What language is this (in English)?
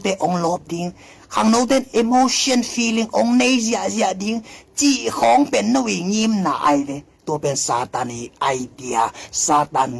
Tedim Chin